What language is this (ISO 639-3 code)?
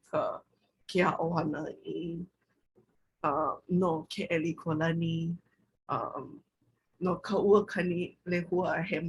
haw